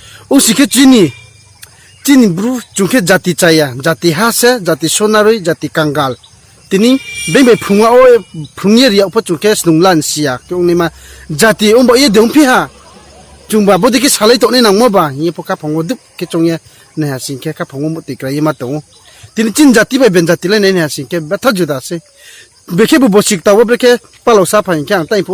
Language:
Riang (India)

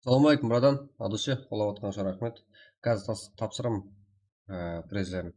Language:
Kara-Kalpak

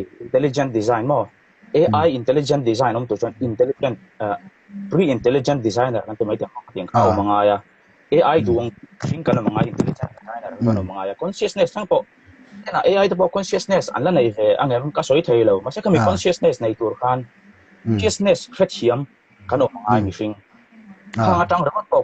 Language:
Mizo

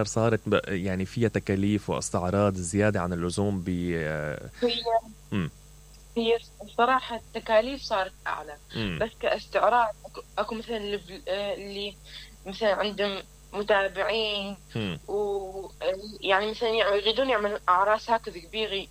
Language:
Mesopotamian Arabic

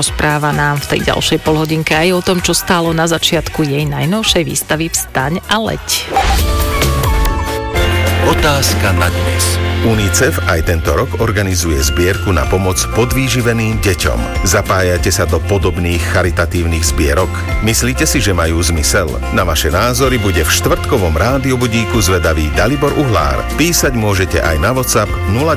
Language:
Slovak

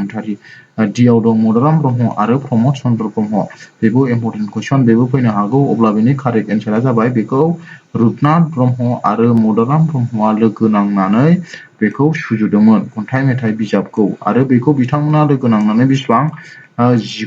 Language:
Bodo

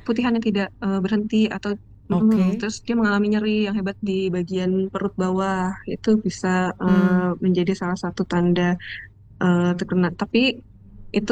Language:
Indonesian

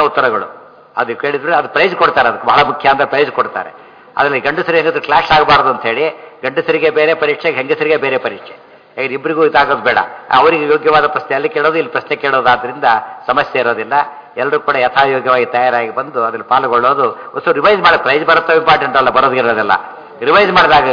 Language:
Kannada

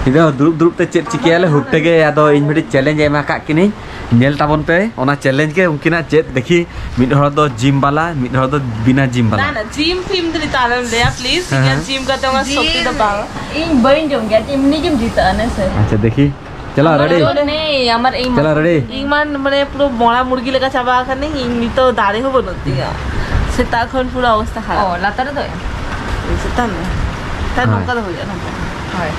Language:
Santali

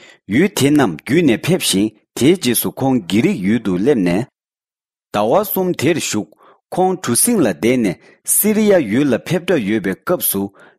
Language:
Tibetan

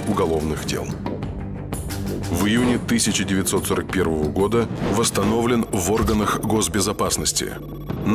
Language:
Russian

